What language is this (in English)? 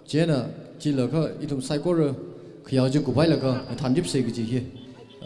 Tangkhul Naga (India)